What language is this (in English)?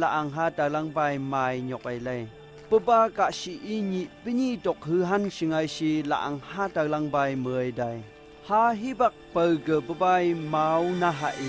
Phom Naga